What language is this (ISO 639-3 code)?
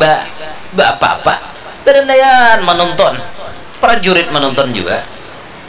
bjn